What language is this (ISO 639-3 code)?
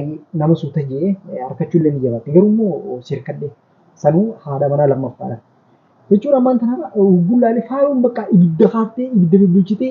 orm